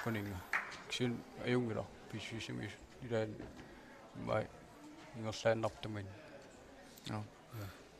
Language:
Kalaallisut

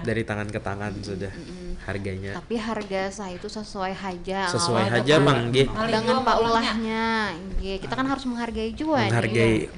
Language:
Banjar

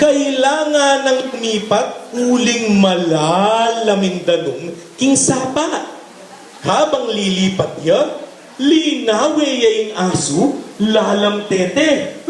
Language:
Pampanga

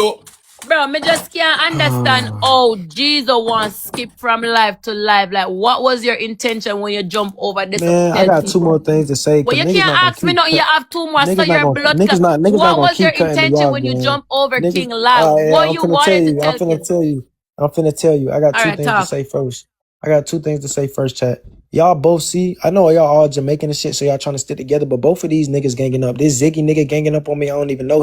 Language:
Jamaican Creole English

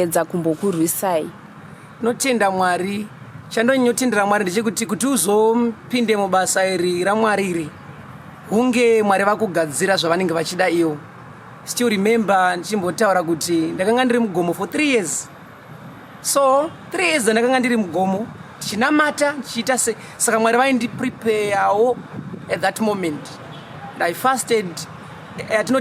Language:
Shona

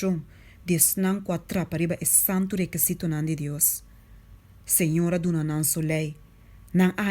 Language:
Papiamento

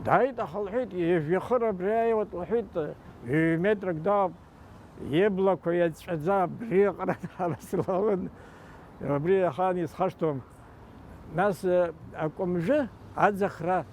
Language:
Abkhazian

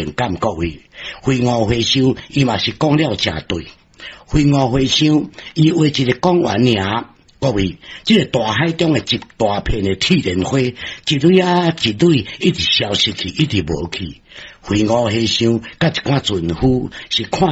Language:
Min Nan Chinese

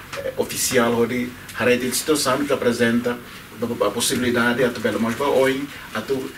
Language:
Tetum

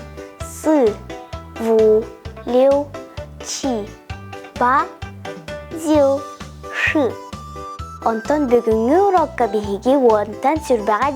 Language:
Yakut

